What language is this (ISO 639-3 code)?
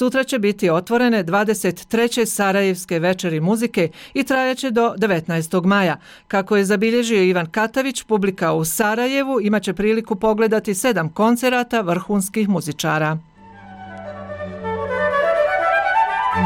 bos